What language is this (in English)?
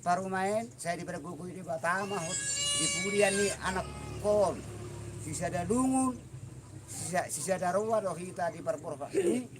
Batak Toba